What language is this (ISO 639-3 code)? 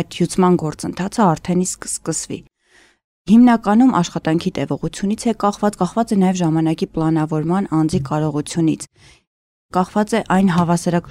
hye